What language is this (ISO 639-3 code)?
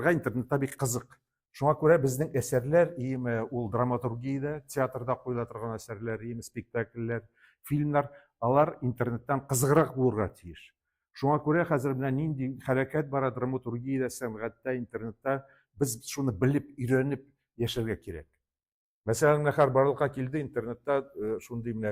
tat